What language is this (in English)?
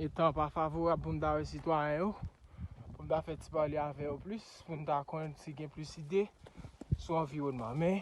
Haitian Creole